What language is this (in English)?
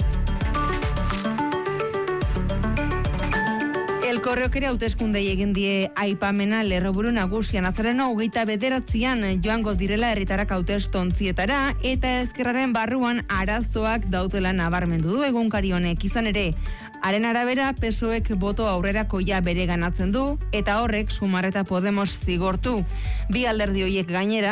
Basque